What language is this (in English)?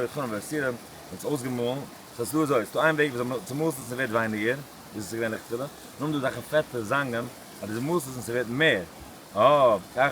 Yiddish